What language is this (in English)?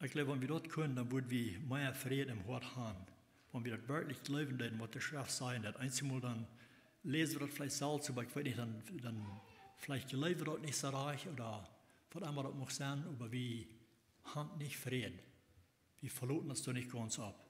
Plautdietsch